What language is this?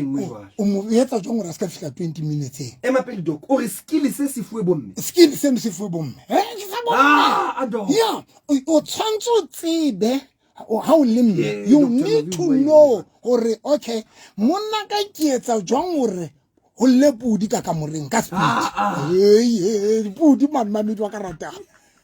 Southern Sotho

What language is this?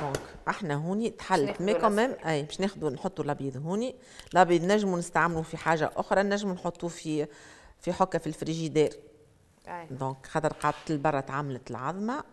Tunisian Arabic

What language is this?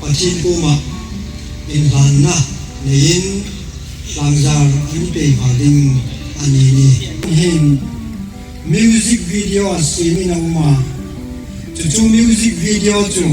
Hmar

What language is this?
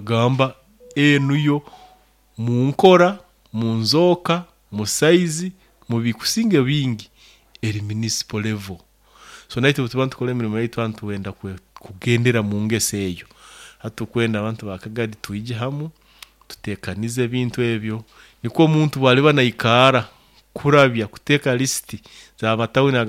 Nyoro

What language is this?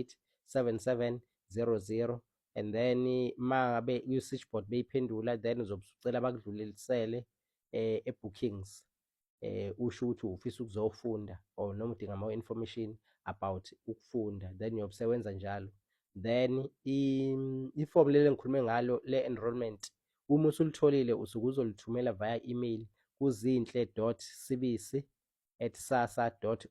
Zulu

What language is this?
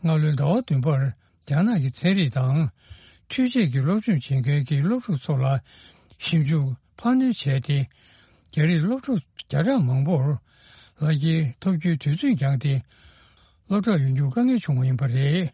Tibetan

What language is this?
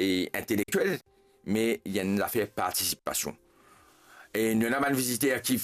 Morisyen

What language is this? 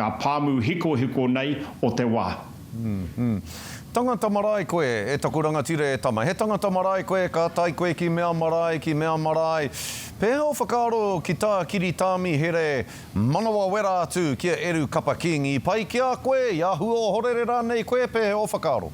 Māori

